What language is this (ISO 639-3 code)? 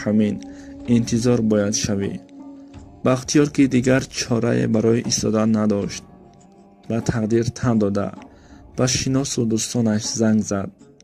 tgk